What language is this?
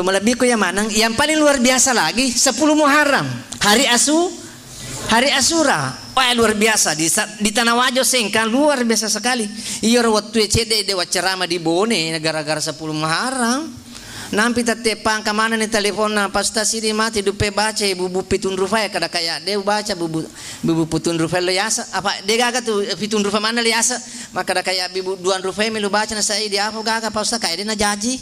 Buginese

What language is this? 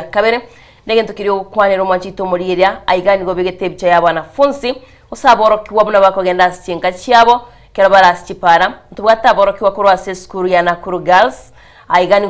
Gusii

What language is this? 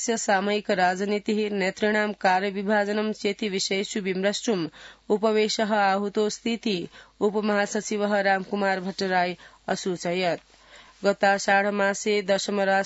Sanskrit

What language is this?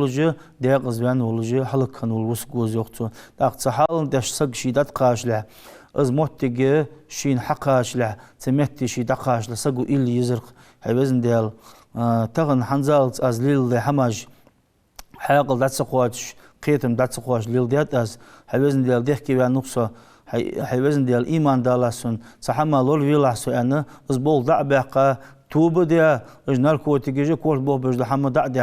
Ingush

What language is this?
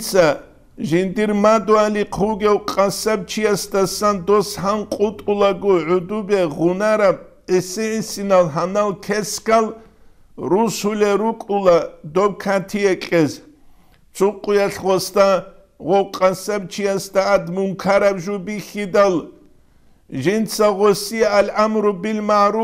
Avaric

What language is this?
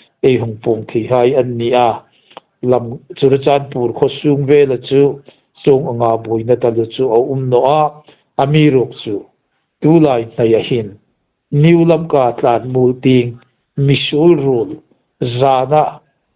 Hmar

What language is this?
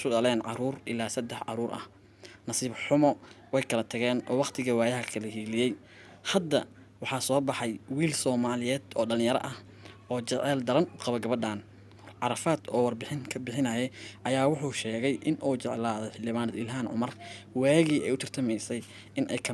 Somali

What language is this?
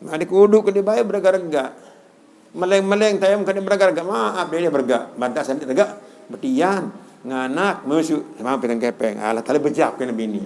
Sasak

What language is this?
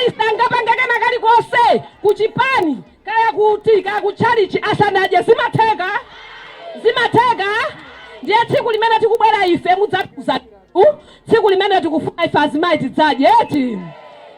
Nyanja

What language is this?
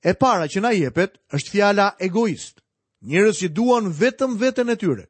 Albanian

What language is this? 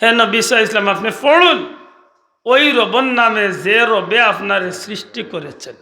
Sylheti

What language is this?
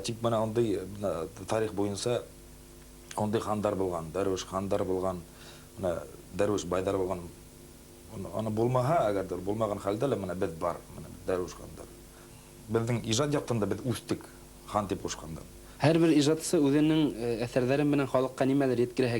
Bashkir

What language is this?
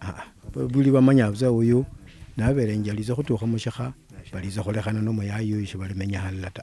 Luyia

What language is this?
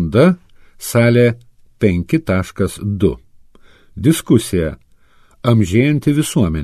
Lithuanian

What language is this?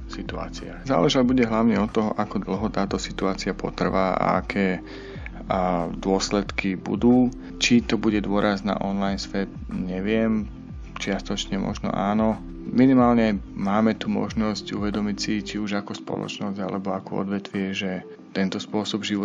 Slovak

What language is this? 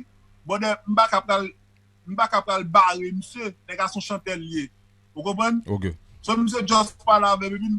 Haitian Creole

